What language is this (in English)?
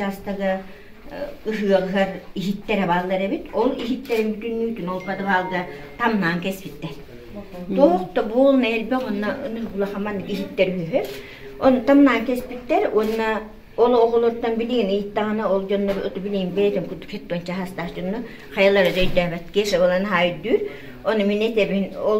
Yakut